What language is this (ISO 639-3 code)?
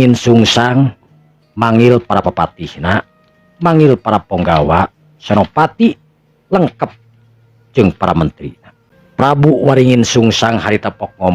sun